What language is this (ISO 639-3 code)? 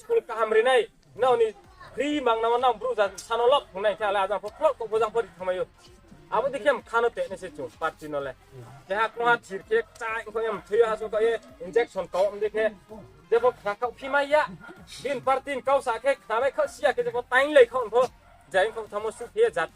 ria